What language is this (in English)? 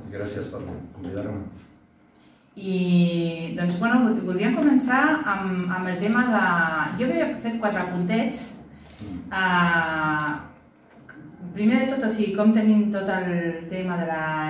Catalan